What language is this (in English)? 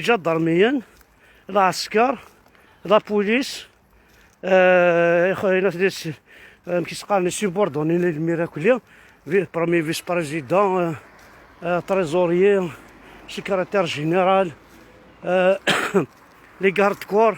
Kabyle